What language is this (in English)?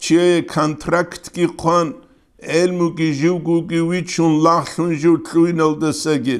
Avaric